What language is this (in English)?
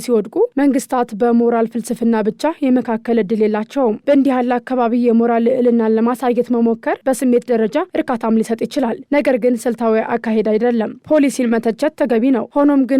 Amharic